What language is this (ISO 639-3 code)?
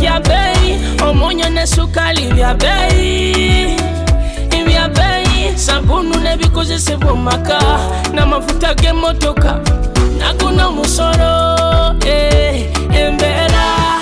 nyo